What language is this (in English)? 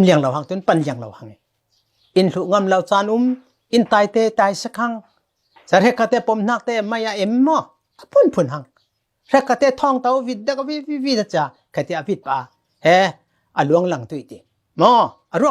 Falam Chin